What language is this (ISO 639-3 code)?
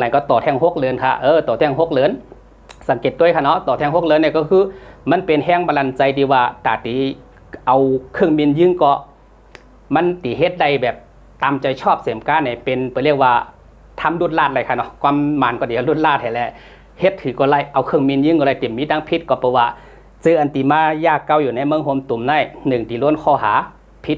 shn